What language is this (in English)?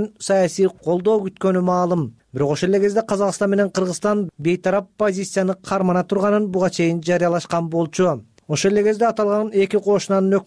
Kyrgyz